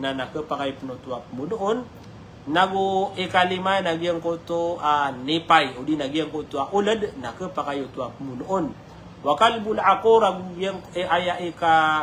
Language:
Maranao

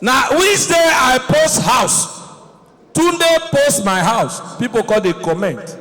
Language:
Nigerian Pidgin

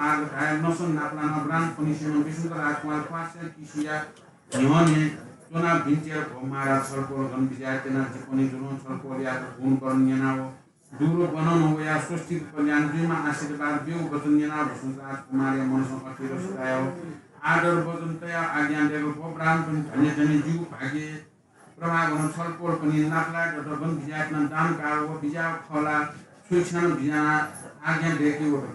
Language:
Newari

